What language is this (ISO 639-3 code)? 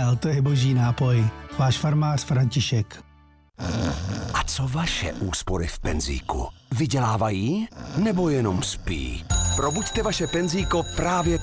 ces